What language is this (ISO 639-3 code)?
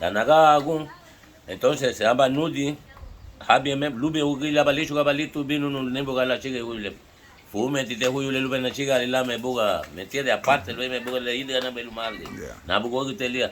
cab